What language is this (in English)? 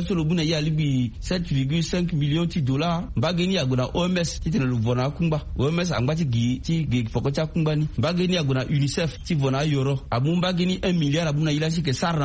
Sango